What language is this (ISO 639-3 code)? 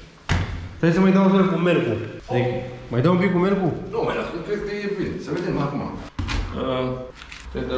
ron